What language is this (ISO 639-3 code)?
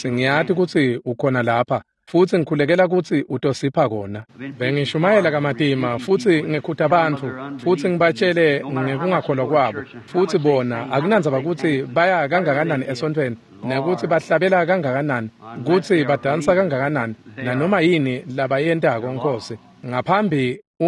ssw